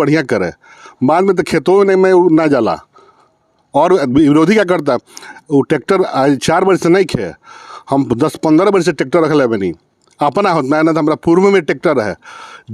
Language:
Bhojpuri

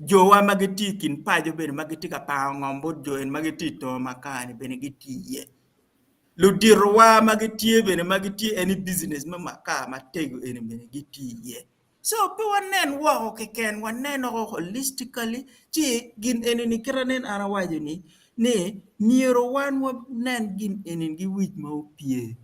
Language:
Acoli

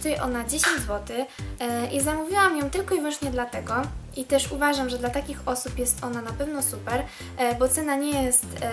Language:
Polish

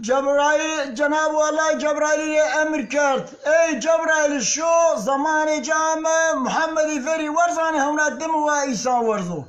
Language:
Zaza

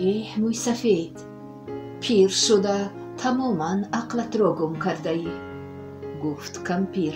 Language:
Tajik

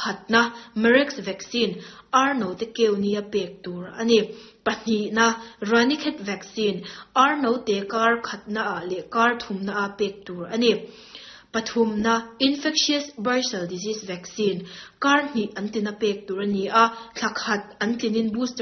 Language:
Mizo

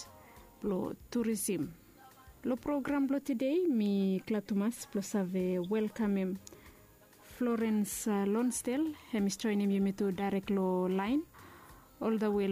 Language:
Bislama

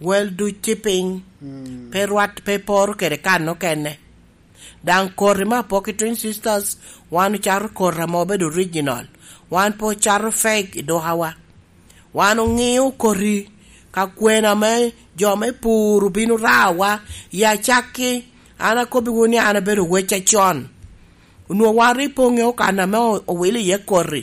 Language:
Lango (Uganda)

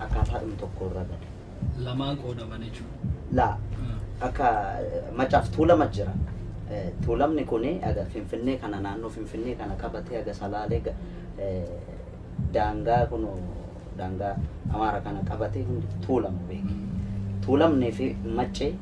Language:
Oromo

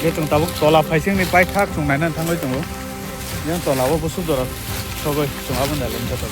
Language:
Kok Borok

